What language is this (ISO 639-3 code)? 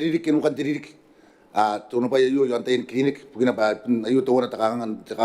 gil